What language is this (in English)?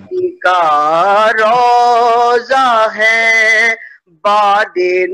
Urdu